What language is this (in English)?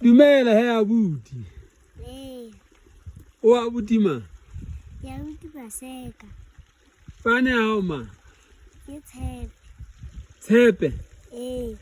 Southern Sotho